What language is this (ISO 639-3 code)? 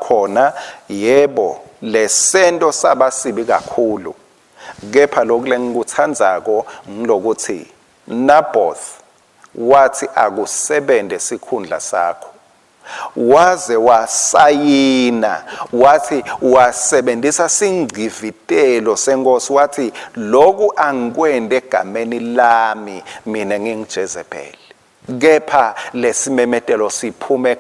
ssw